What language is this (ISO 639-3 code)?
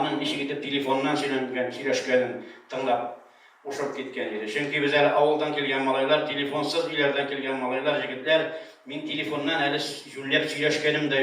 tat